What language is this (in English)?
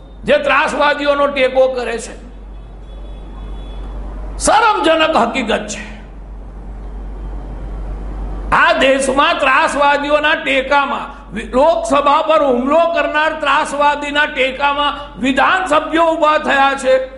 Gujarati